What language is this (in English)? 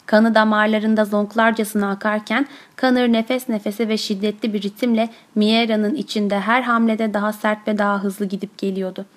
Turkish